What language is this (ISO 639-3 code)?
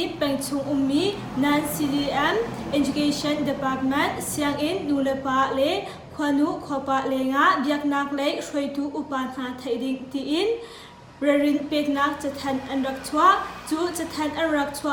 cnh